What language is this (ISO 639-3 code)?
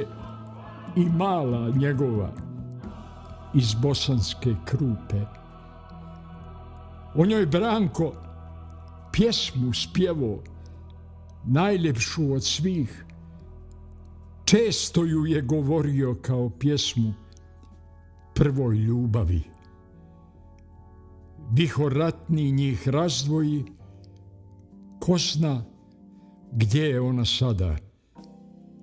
bos